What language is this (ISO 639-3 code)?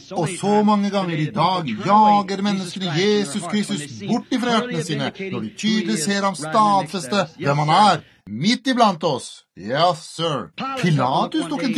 nor